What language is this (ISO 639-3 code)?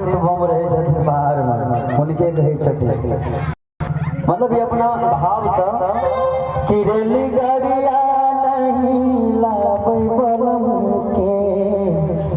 mai